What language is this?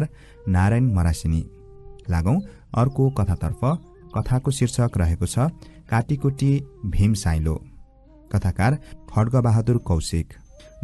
Nepali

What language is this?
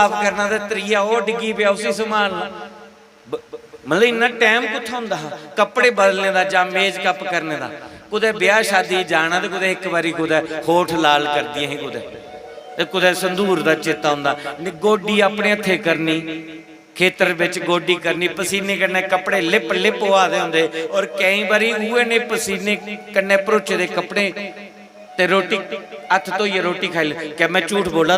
Dogri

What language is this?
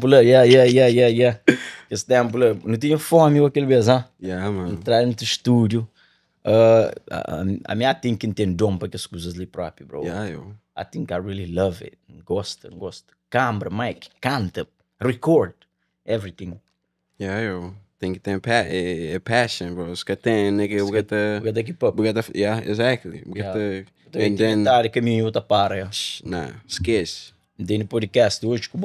Kabuverdianu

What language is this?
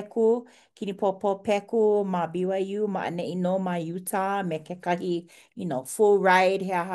Hawaiian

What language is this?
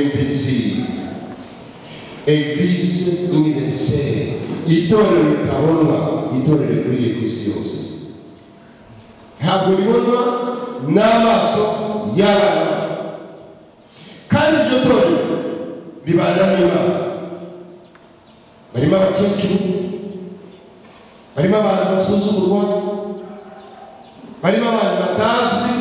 Kinyarwanda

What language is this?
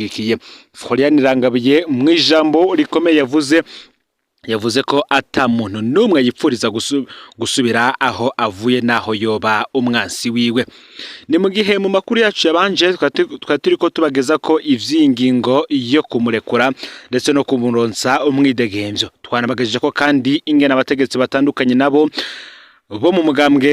Rundi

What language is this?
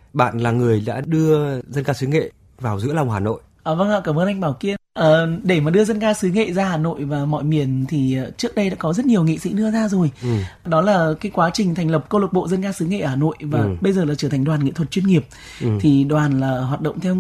Vietnamese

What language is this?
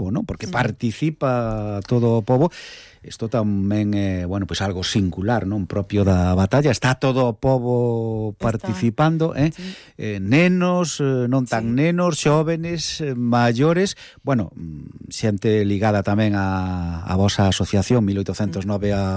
Galician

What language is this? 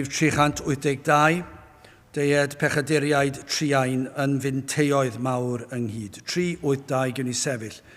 Welsh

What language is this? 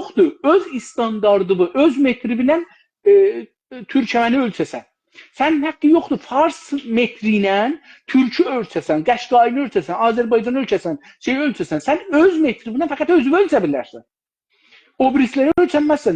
South Azerbaijani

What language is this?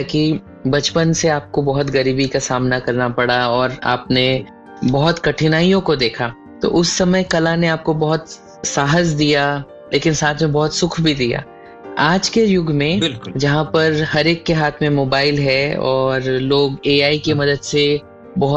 Hindi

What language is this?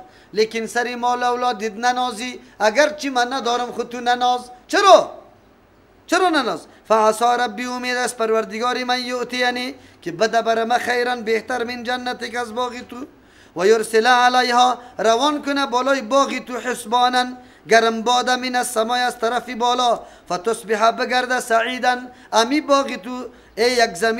Persian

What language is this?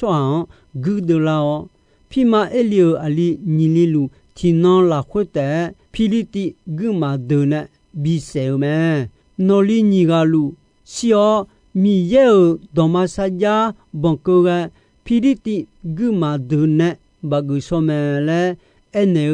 Akha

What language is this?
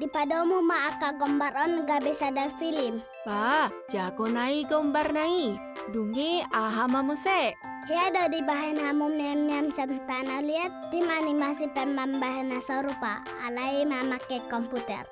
Batak Toba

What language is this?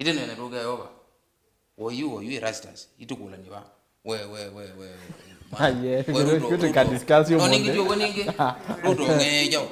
Kamba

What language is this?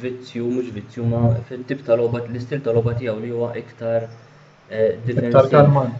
Maltese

